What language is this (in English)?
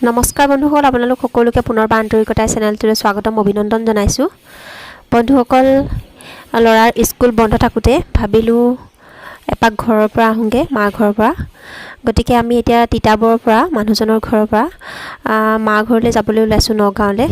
Assamese